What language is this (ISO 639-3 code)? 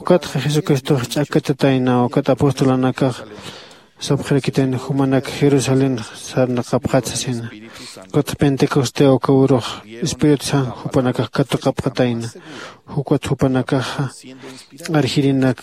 aym